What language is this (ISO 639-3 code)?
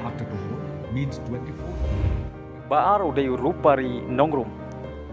kha